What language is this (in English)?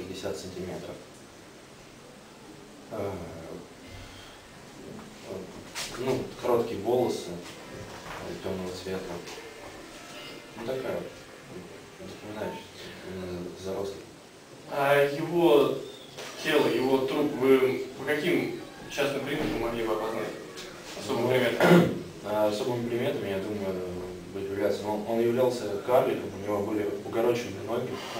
Russian